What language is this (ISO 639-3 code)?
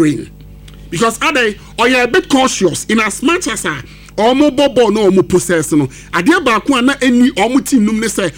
aka